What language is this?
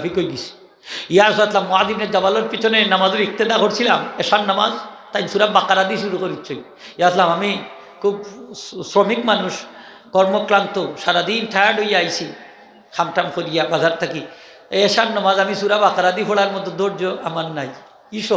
Sylheti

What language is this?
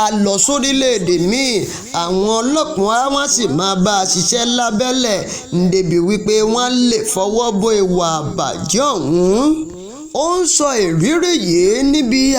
Yoruba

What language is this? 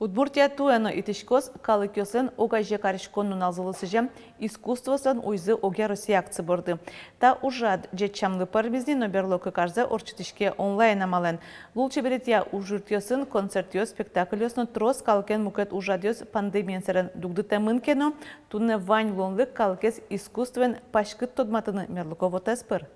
Udmurt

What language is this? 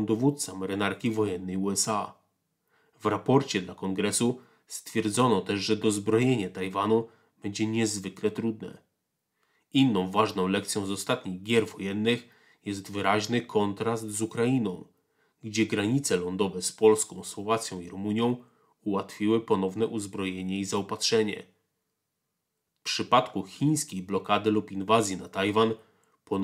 Polish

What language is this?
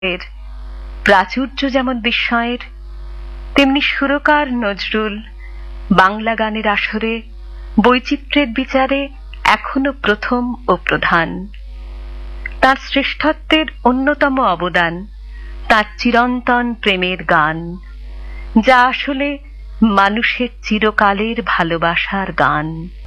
Bangla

